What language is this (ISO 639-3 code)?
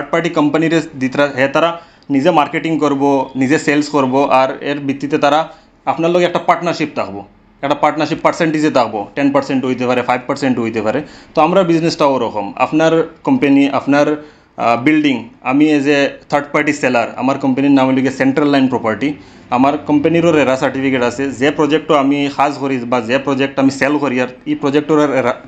syl